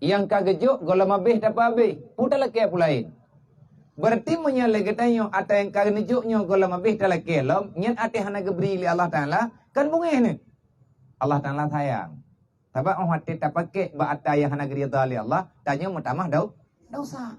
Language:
Achinese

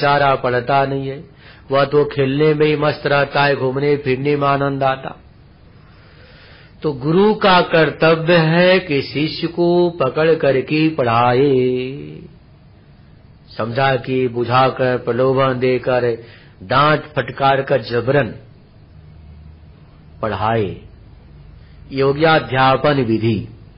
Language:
Hindi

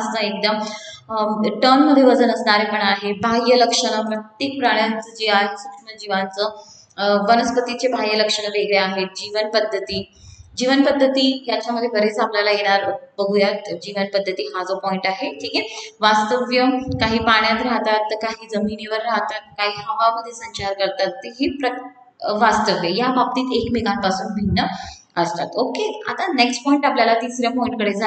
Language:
Marathi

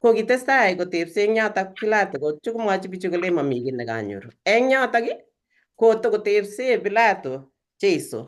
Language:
Kalenjin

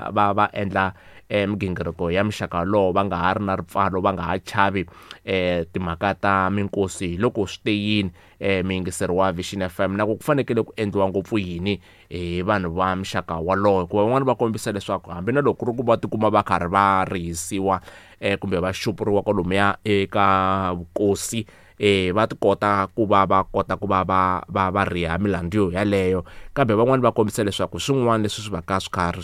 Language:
Tsonga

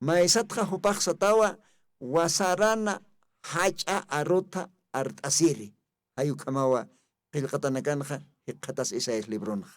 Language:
Aymara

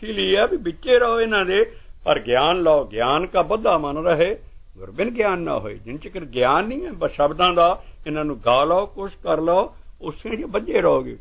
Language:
Punjabi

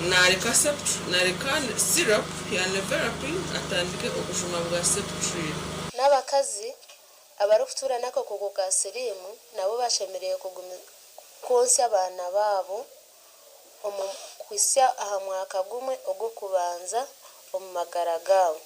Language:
Nyankole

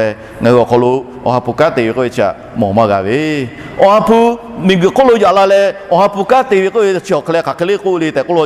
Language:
Lahu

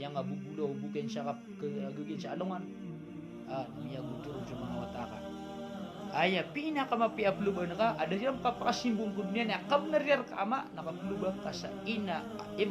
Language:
Maranao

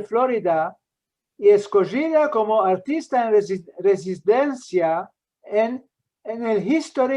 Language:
Ladino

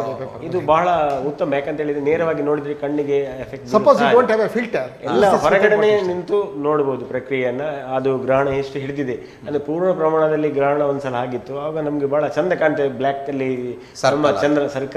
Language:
Kannada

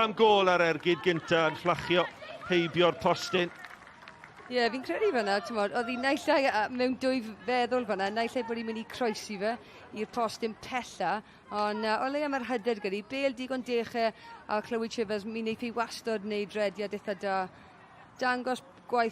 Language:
Welsh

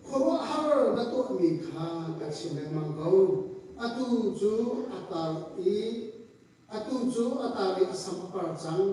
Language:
Hakha Chin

